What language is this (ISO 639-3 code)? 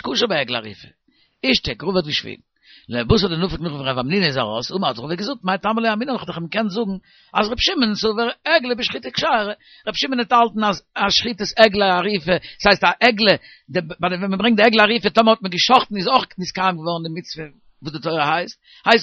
yid